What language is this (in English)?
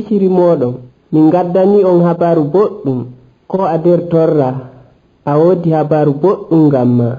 Nigerian Fulfulde